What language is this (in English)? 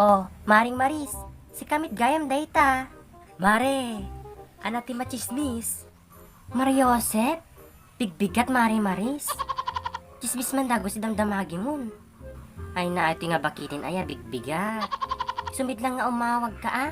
Iloko